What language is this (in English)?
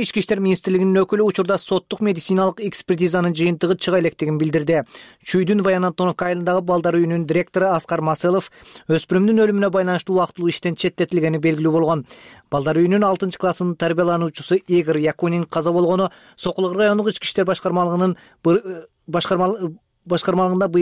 Kyrgyz